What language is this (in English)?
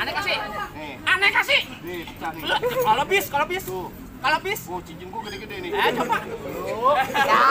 Betawi